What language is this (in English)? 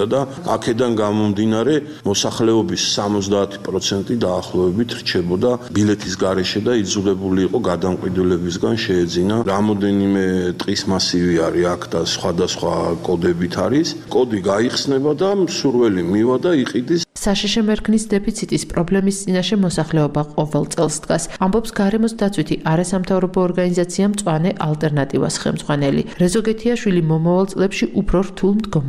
Georgian